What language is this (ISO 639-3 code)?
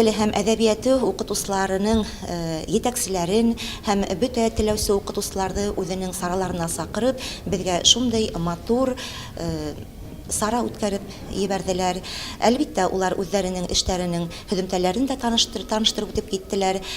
bak